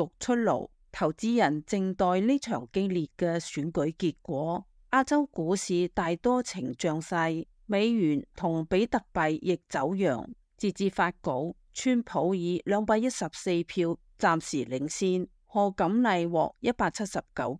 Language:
Cantonese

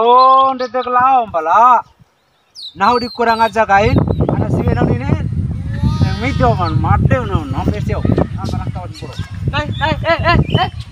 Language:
Bima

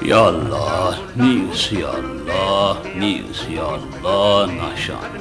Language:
Brahui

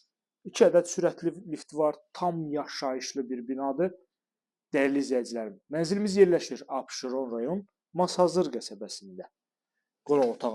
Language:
Azerbaijani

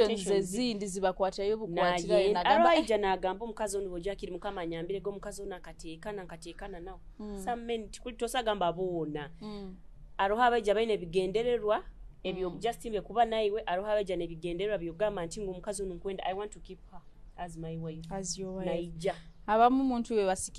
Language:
Nyoro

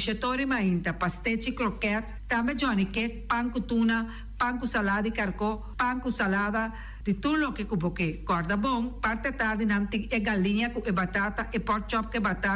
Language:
Papiamento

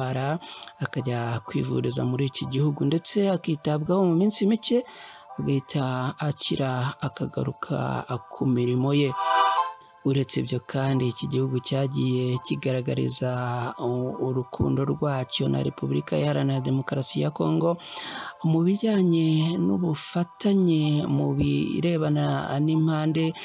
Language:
Kinyarwanda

